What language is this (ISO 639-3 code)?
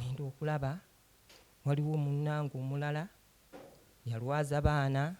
lug